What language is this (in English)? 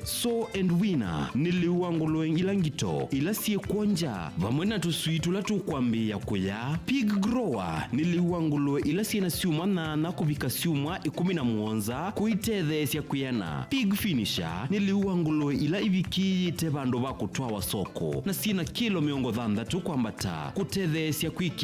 Kamba